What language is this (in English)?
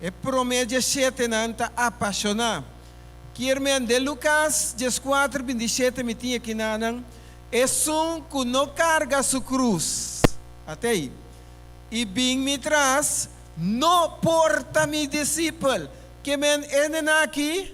Papiamento